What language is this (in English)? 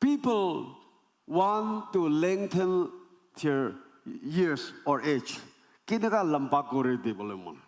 Naga Pidgin